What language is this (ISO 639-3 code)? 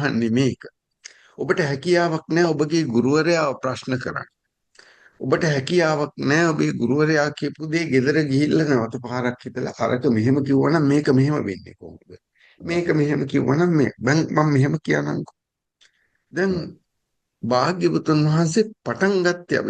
sin